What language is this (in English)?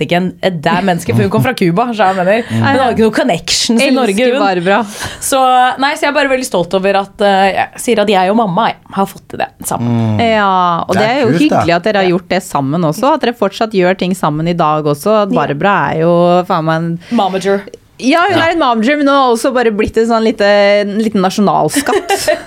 Norwegian